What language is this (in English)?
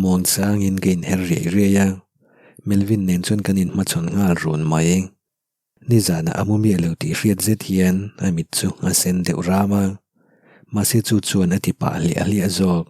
Mizo